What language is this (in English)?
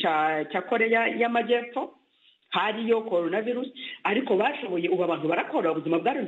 Kinyarwanda